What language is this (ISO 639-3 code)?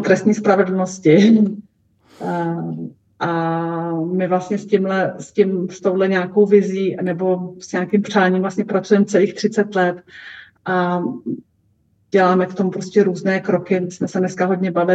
ces